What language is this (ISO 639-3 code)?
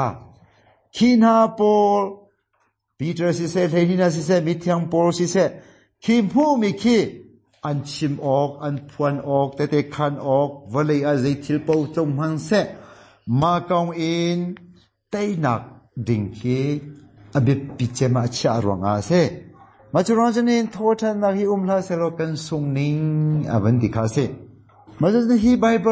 cnh